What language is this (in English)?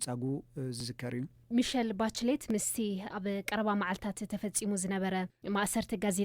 Tigrinya